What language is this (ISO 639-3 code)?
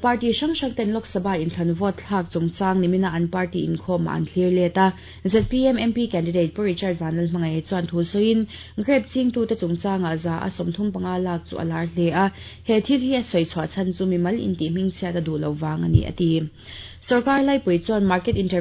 lus